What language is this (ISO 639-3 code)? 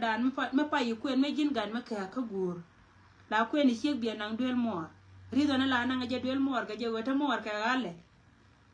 nus